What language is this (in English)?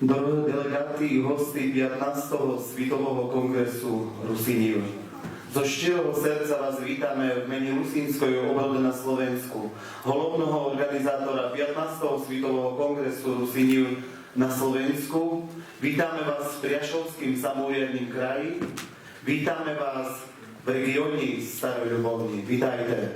Rusyn